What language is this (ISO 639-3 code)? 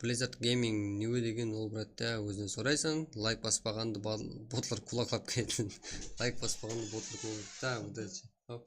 kaa